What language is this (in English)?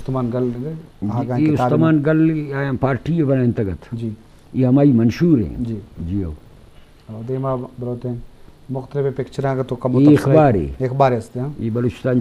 Eastern Balochi